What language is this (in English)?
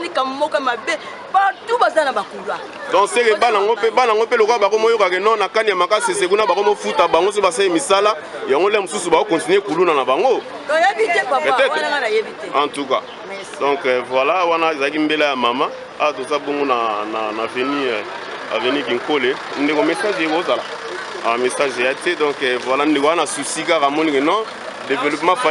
Lingala